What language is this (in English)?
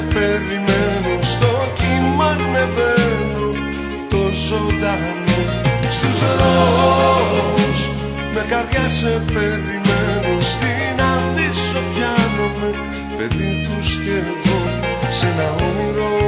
Greek